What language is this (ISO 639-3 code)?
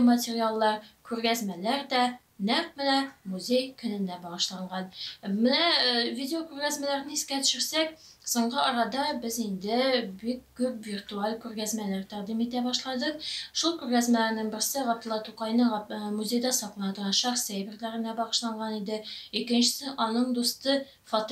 tat